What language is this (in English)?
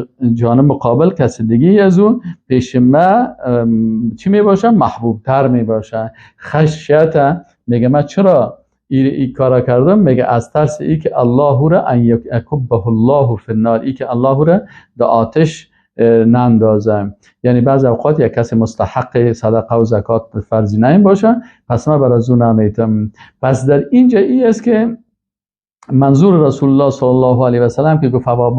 Persian